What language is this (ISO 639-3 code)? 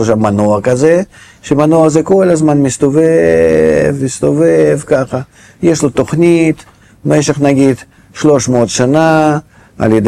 heb